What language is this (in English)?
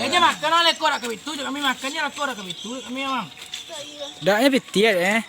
Minangkabau